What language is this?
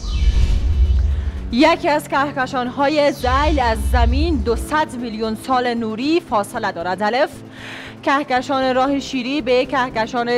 Persian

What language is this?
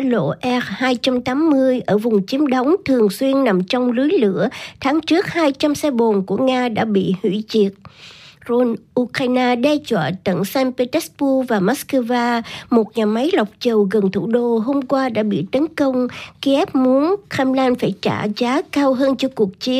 Vietnamese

